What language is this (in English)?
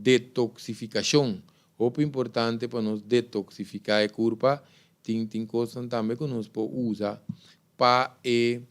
Papiamento